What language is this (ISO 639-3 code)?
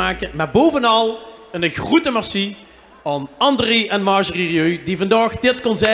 lim